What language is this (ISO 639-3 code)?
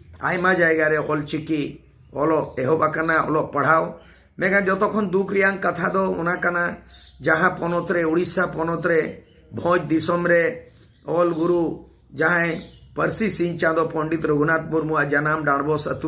sat